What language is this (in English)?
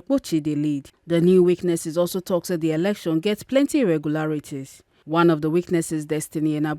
Nigerian Pidgin